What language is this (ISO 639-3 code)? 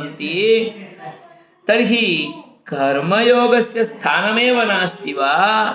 san